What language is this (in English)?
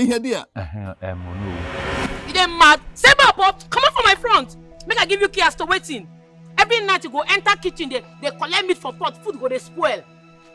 Nigerian Pidgin